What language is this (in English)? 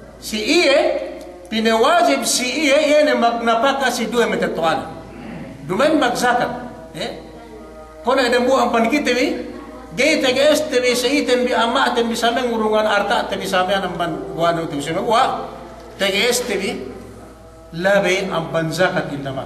Yakan